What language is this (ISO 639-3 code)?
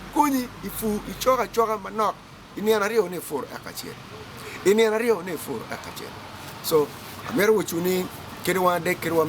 ach